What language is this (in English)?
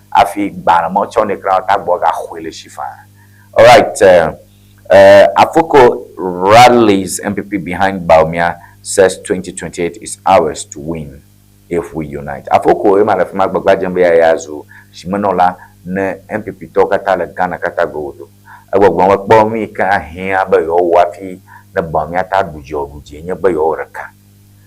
Ewe